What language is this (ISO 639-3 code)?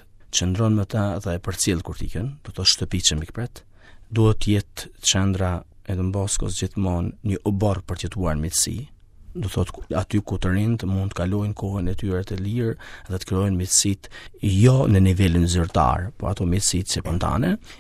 sqi